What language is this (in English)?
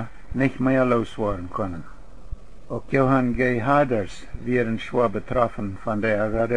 Plautdietsch